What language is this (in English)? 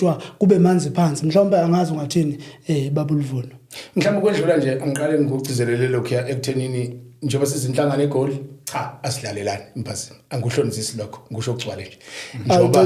Zulu